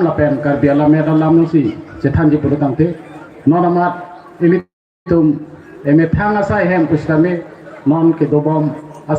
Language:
Karbi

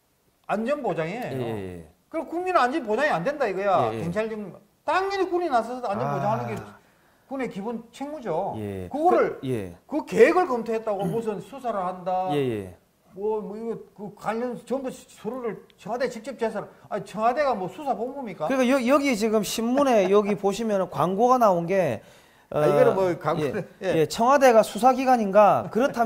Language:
Korean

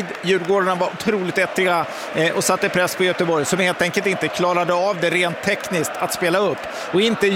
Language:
Swedish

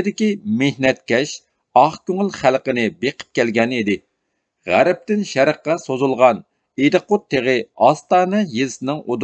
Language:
Uyghur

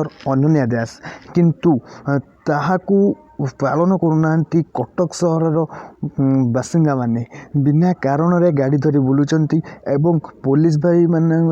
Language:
Odia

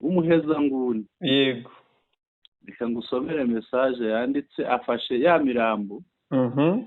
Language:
Kinyarwanda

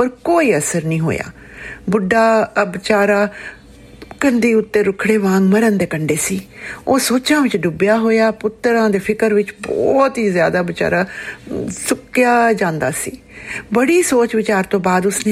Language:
Punjabi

